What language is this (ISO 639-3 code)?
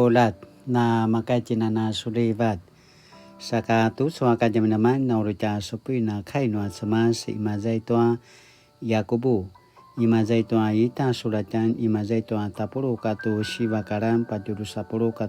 pwn